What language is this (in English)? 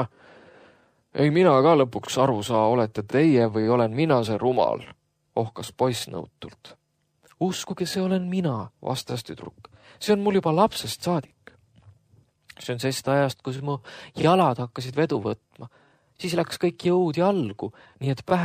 Estonian